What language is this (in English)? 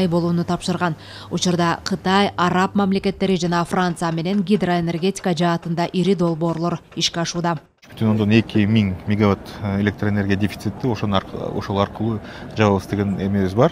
Kyrgyz